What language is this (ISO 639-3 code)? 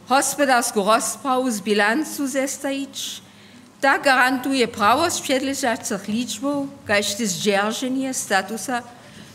hsb